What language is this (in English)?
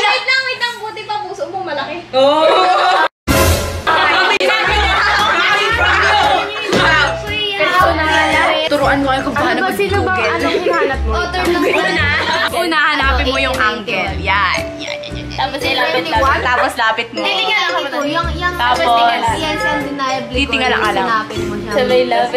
Filipino